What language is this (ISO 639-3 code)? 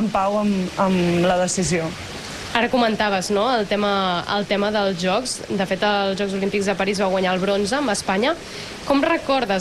cat